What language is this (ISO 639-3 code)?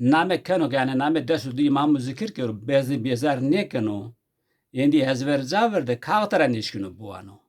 zza